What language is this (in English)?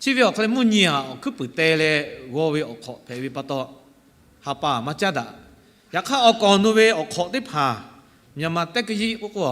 Lahu